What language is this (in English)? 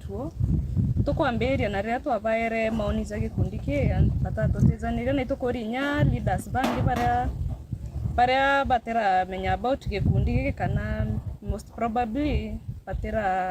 Meru